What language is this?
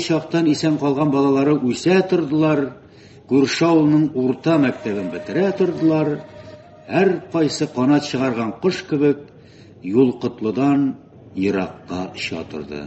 Tatar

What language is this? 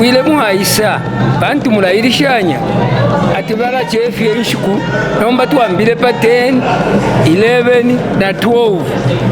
Bemba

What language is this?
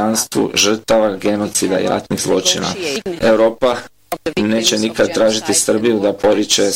Bosnian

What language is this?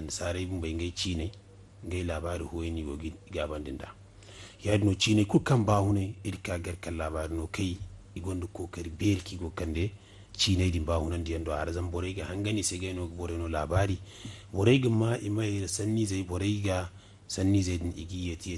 Zarma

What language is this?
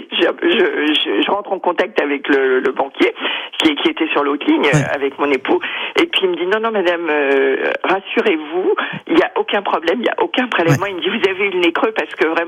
French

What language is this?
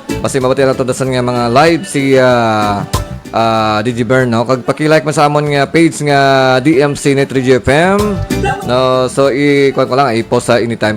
Hiligaynon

